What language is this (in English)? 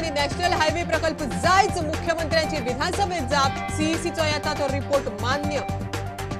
Konkani